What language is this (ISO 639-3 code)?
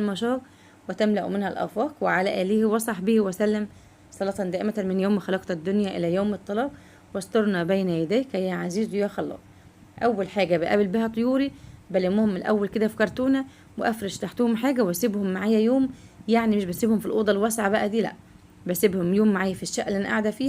arz